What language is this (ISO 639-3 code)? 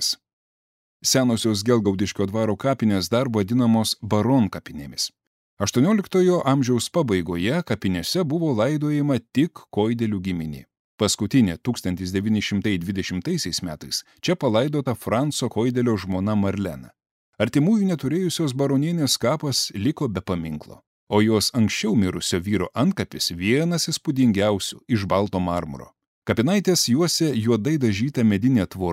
lit